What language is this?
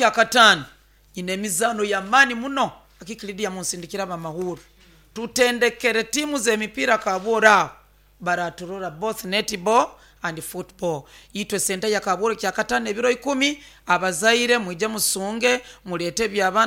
Nyoro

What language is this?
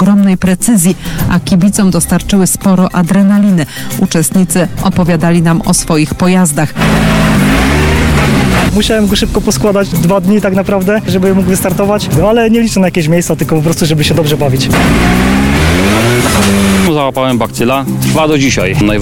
Polish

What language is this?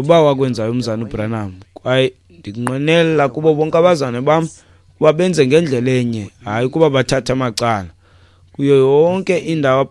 Xhosa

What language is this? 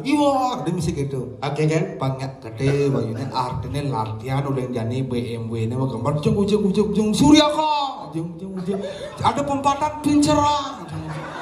Balinese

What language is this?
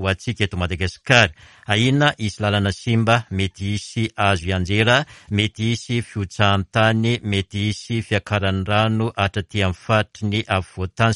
Malagasy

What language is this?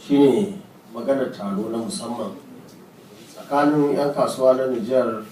Hausa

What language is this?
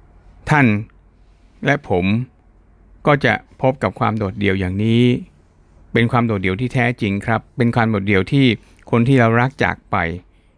Thai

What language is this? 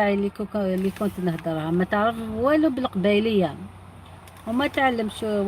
Algerian Arabic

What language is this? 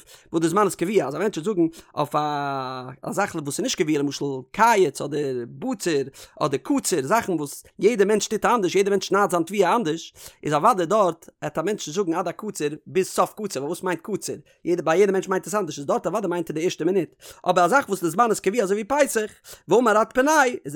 Yiddish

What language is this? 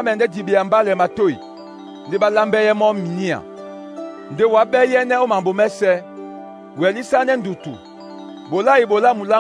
Duala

